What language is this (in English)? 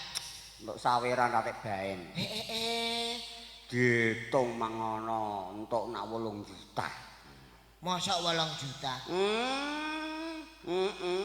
Javanese